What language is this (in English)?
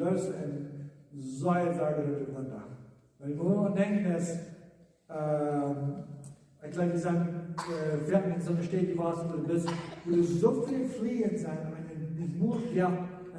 Plautdietsch